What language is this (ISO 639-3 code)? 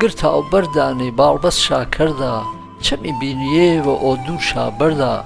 hac